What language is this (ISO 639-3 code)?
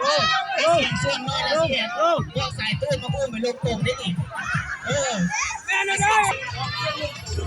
lao